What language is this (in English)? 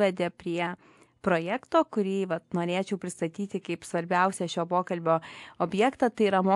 Lithuanian